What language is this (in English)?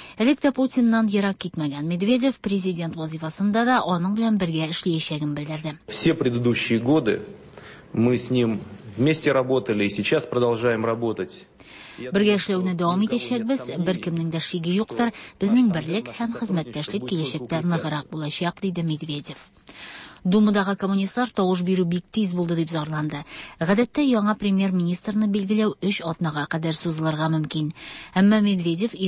Tatar